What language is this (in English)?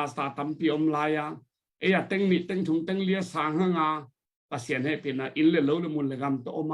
Tedim Chin